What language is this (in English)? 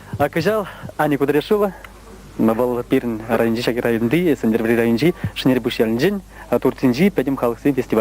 Chuvash